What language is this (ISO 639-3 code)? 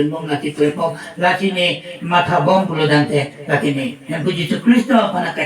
mjw